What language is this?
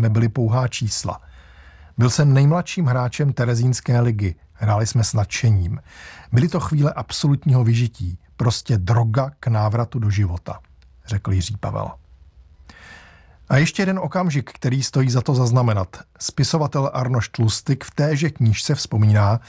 Czech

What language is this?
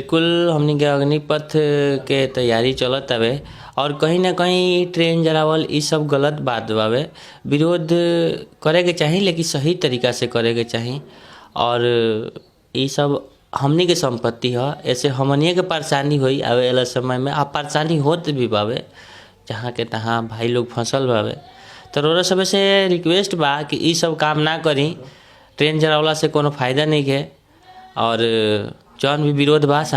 Bhojpuri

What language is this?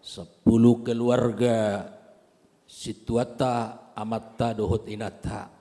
Batak Toba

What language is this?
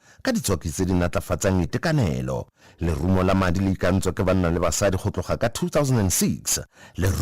Tswana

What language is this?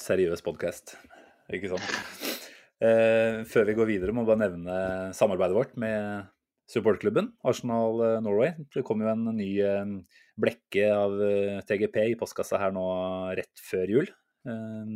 Norwegian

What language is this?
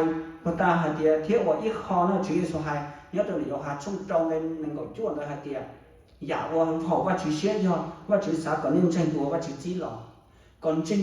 Hmong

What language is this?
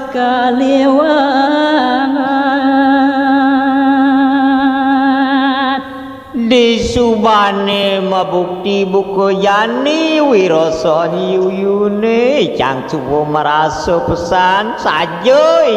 Balinese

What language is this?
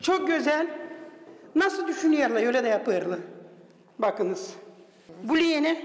Gagauz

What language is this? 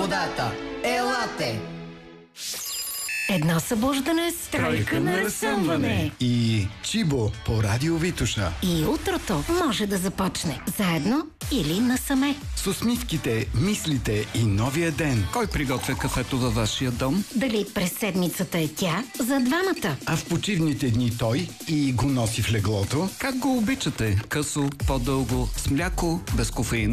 Bulgarian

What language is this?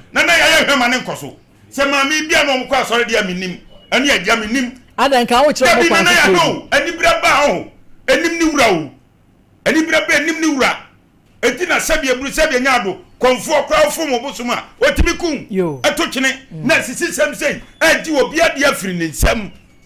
Akan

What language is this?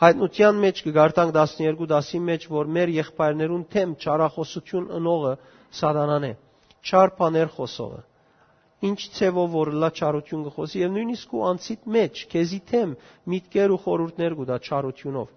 Western Armenian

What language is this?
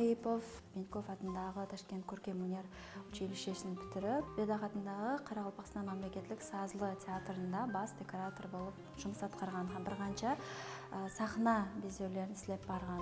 Kara-Kalpak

